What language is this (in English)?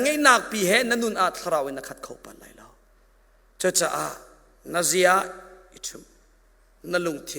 Hakha Chin